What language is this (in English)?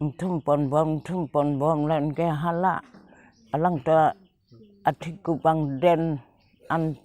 Karbi